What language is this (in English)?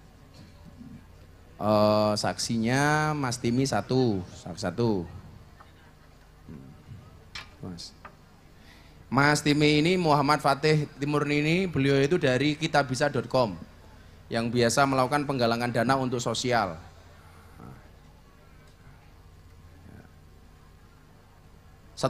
Indonesian